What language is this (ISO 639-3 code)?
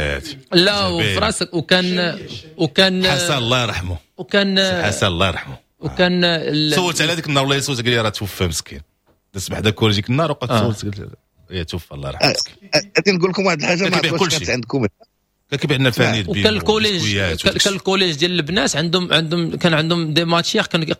ary